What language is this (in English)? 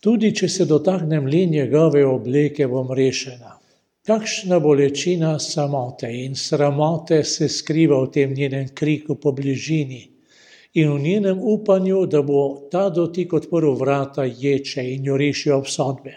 Slovenian